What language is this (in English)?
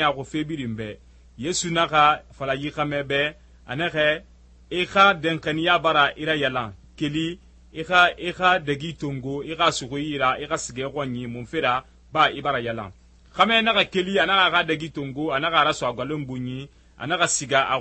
Susu